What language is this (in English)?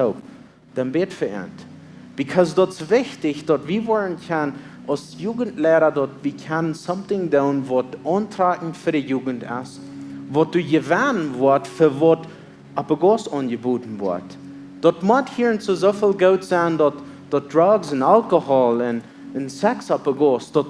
Plautdietsch